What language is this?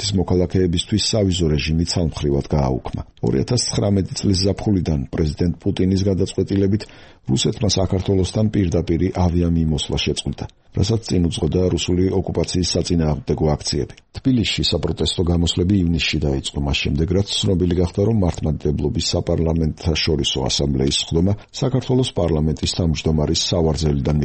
Georgian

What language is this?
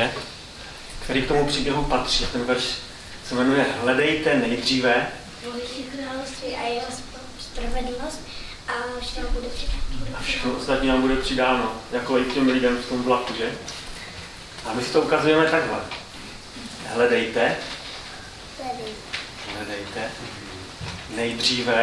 Czech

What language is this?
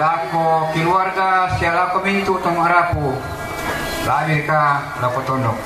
Toraja-Sa'dan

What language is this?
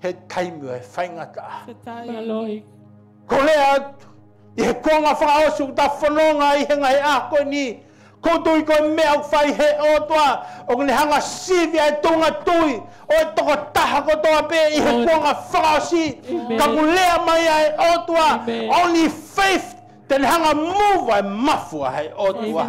Tongan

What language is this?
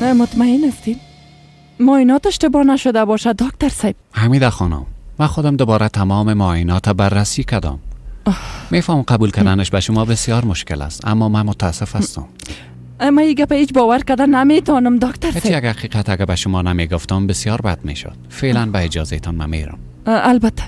Persian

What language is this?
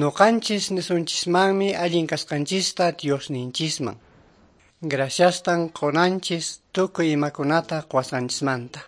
Quechua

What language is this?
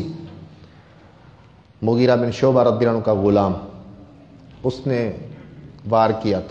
Urdu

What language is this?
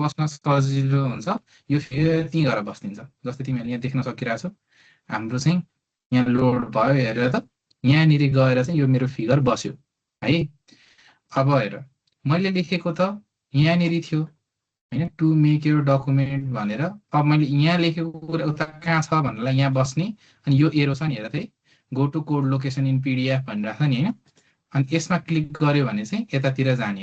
Nepali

